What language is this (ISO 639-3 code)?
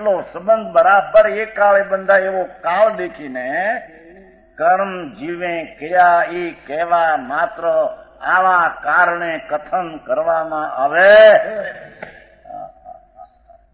guj